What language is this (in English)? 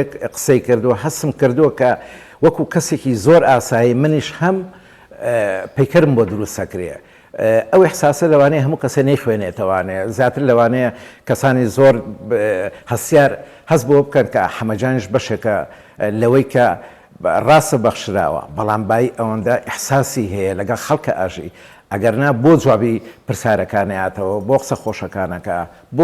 Central Kurdish